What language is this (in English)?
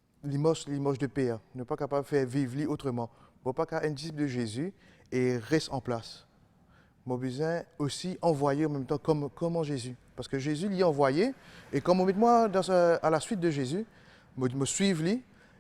Morisyen